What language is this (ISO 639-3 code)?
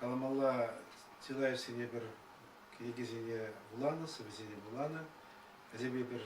chv